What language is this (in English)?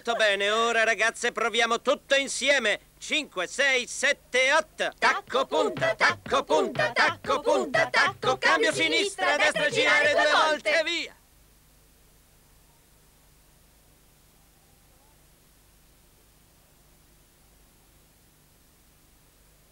Italian